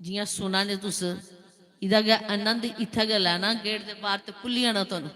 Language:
Dogri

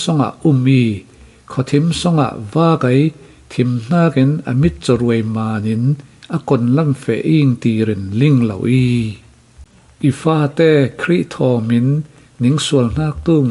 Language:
Falam Chin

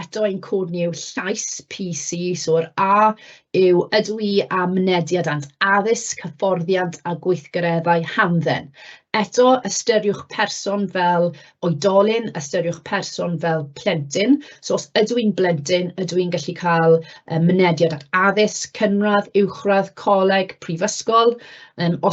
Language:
Welsh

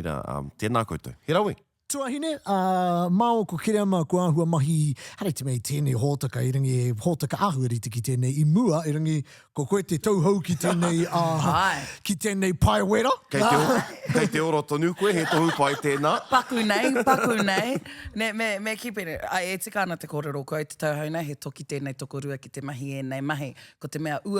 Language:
Māori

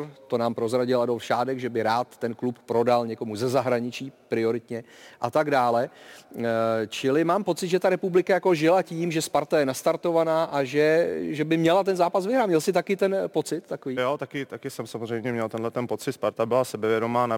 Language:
Czech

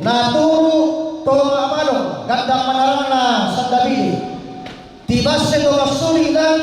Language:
Toraja-Sa'dan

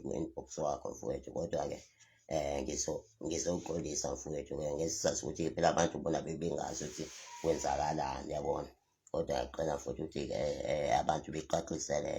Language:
Zulu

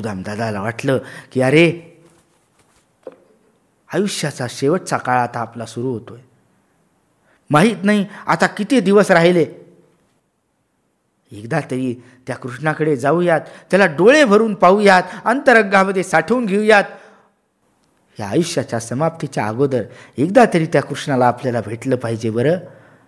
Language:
Marathi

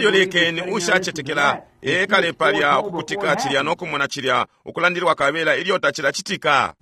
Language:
Bemba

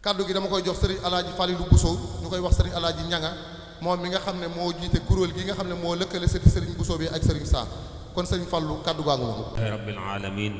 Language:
Wolof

